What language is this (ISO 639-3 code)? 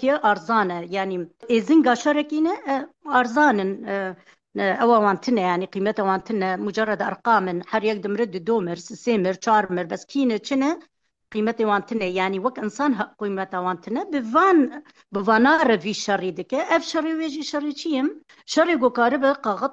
kur